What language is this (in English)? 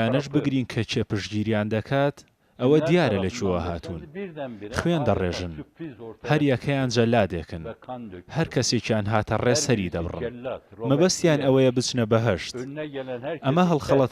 Central Kurdish